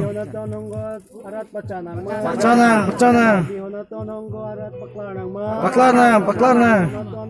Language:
Karbi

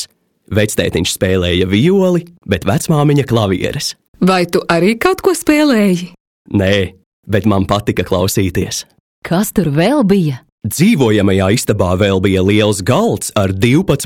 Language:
Latvian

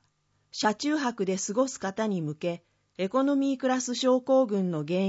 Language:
Japanese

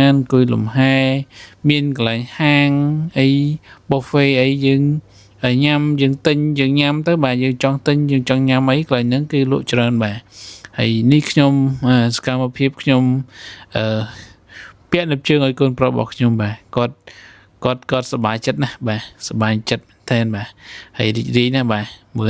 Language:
Khmer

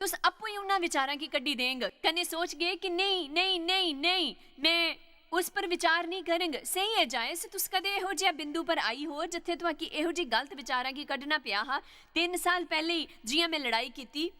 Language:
Dogri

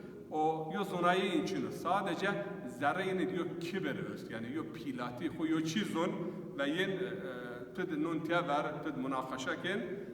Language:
Zaza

